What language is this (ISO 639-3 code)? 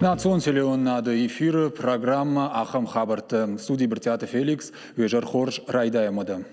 oss